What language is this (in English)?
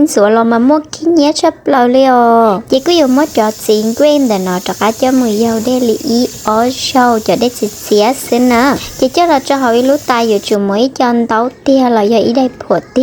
Hmong